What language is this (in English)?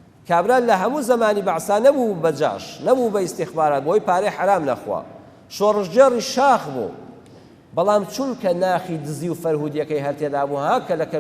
Central Kurdish